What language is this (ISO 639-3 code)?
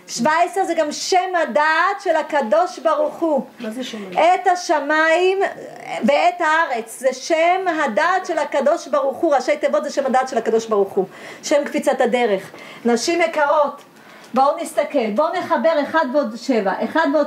heb